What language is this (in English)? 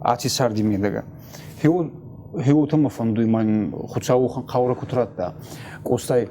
Ossetic